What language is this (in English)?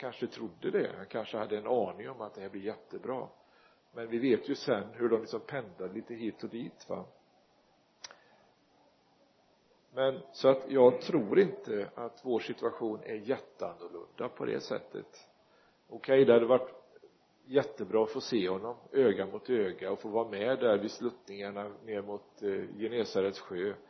Swedish